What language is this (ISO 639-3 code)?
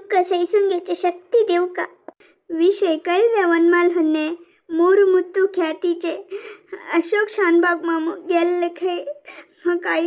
kok